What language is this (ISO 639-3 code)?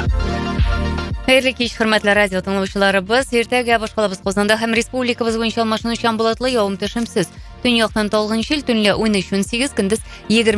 tat